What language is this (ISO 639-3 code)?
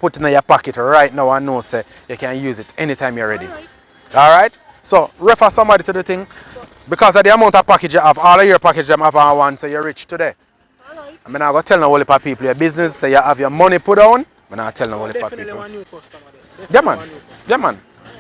jam